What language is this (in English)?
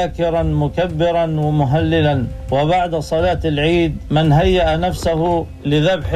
Arabic